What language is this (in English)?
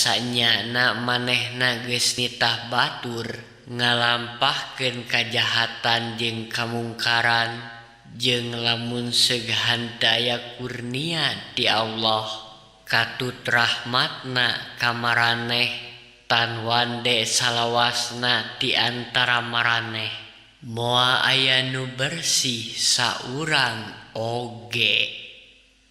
Sundanese